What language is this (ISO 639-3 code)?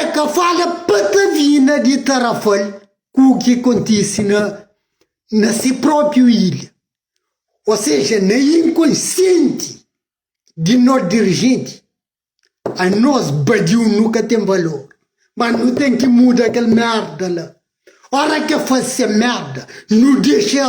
kea